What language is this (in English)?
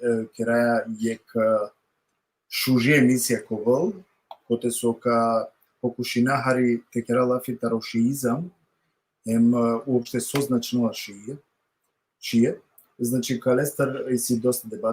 Balkan Romani